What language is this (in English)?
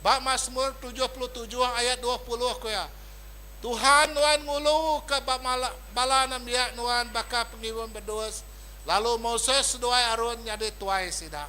Iban